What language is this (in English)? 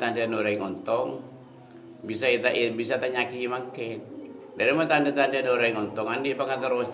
Madurese